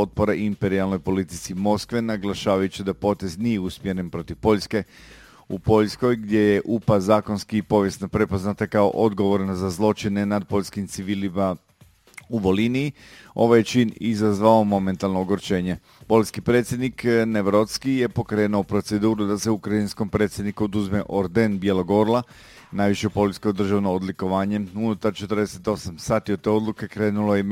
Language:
Croatian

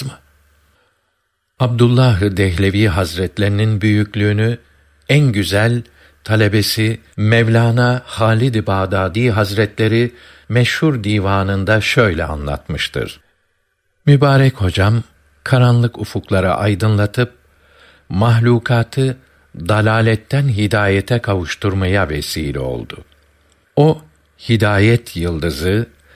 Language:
Turkish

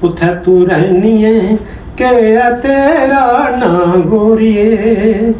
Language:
Dogri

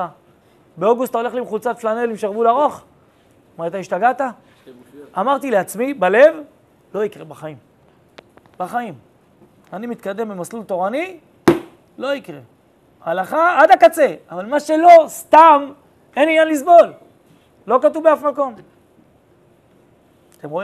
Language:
Hebrew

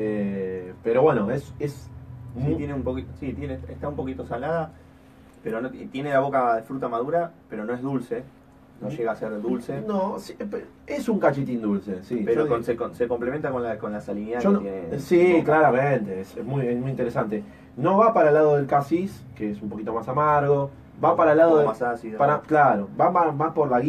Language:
Spanish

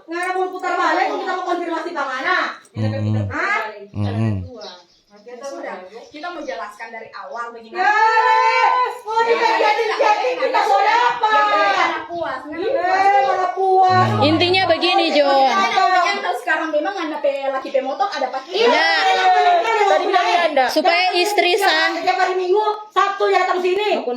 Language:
Manado Malay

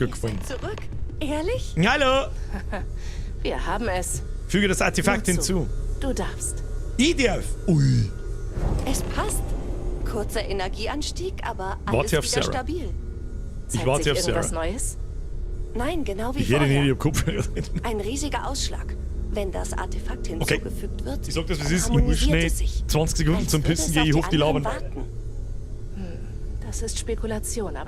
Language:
Bavarian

